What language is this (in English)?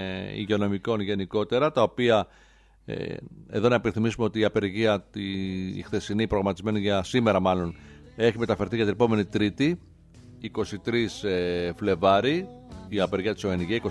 Greek